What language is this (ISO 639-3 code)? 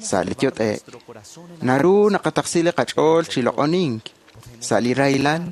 kek